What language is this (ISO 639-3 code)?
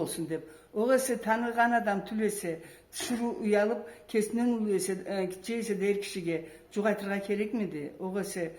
krc